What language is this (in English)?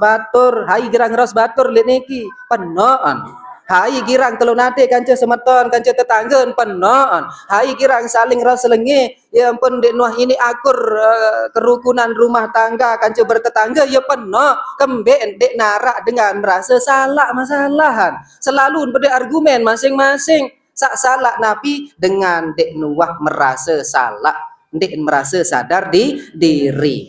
Sasak